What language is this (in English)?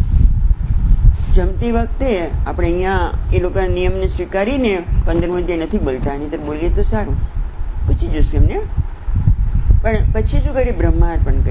Gujarati